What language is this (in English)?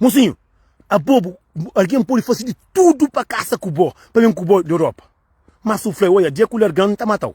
Kabuverdianu